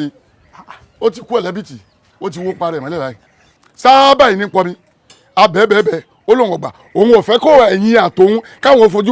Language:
Yoruba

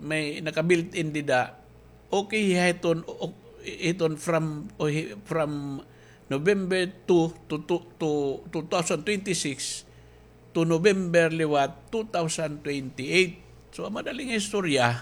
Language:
Waray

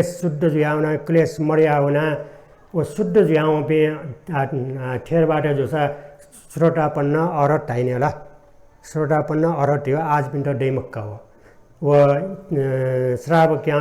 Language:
Newari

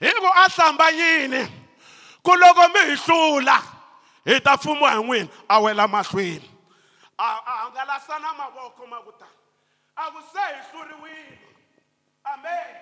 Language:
Tsonga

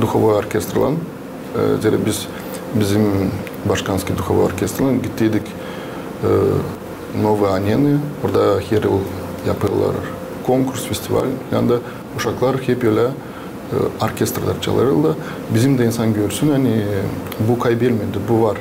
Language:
Gagauz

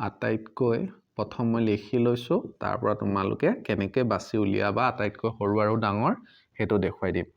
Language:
Assamese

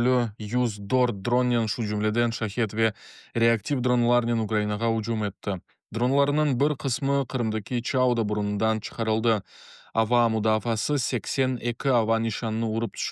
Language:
Crimean Tatar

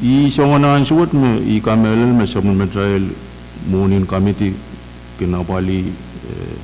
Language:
Pohnpeian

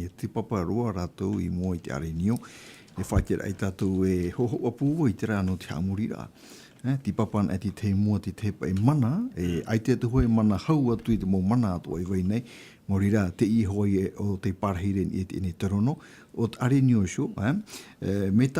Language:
Tahitian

